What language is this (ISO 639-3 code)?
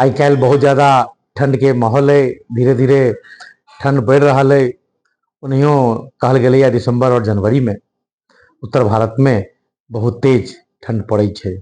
mai